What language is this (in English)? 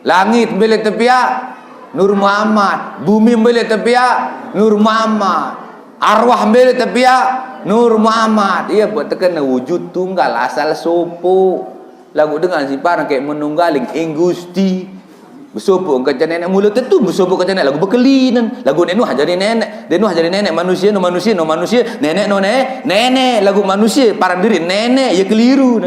Sasak